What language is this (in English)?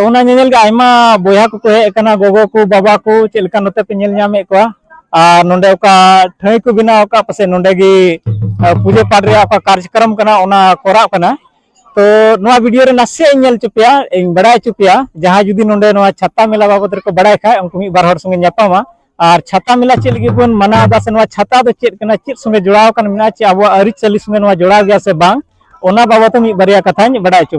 Santali